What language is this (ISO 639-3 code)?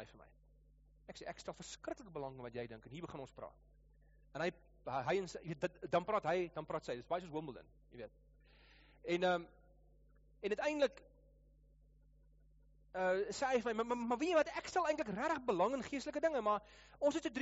afr